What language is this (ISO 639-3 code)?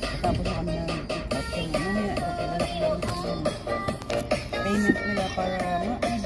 fil